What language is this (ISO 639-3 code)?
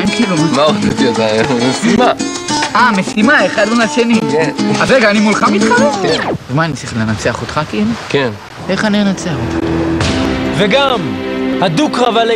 heb